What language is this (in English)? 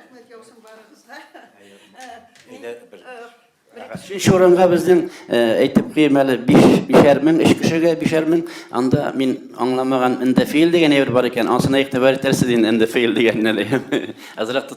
Tatar